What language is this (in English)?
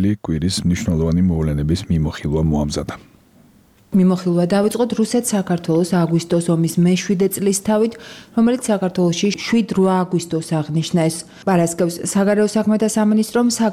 Georgian